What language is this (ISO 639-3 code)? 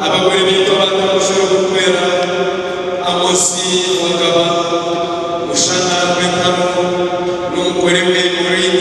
nyn